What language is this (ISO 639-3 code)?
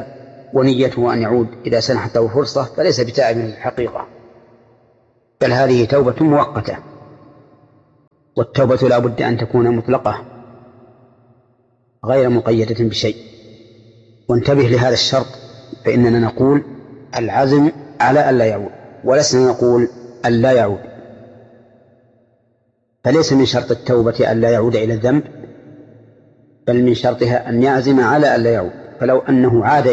ara